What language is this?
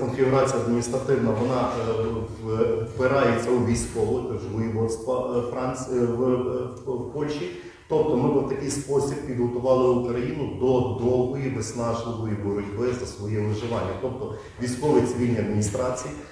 Ukrainian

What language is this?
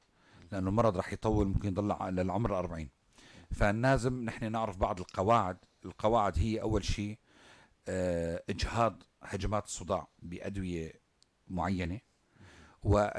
North Levantine Arabic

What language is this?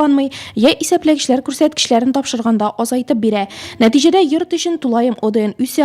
Tatar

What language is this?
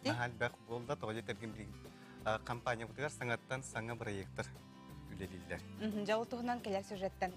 Yakut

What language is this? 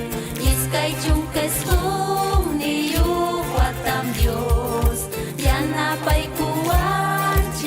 Ayacucho Quechua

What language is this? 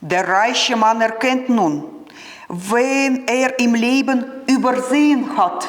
Swiss German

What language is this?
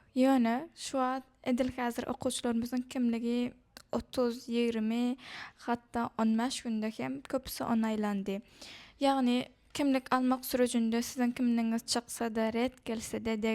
Turkmen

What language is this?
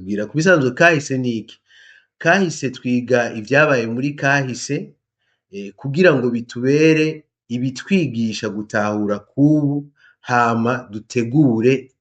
Rundi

